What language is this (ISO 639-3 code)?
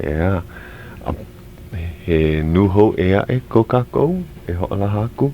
haw